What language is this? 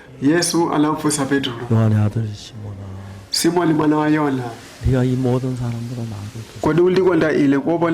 Nyanja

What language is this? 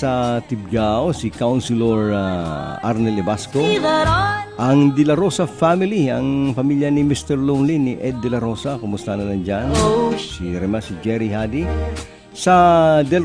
Bikol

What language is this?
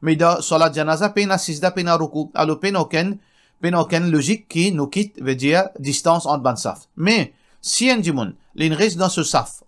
Morisyen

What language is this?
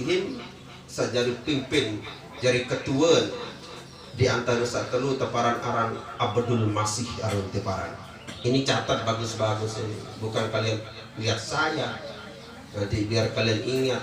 Sasak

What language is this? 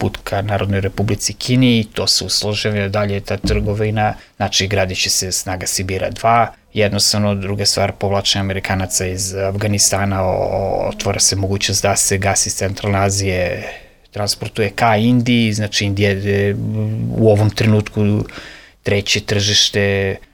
Serbian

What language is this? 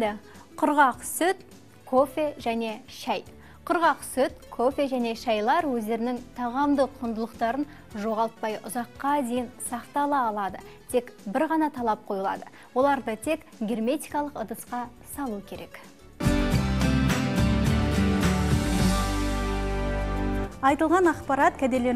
Kazakh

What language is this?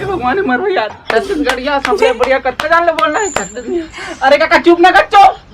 Chhattisgarhi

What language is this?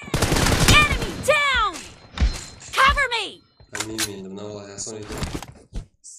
Kara-Kalpak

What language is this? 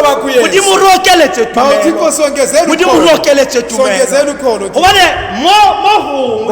Tswana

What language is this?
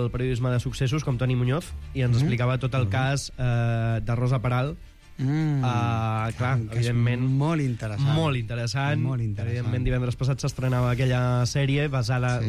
Catalan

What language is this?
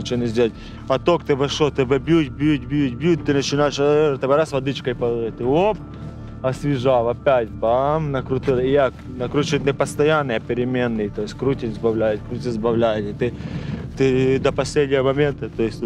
Ukrainian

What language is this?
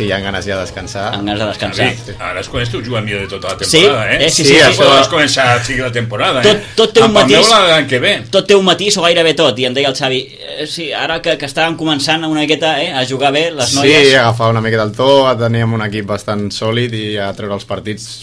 Catalan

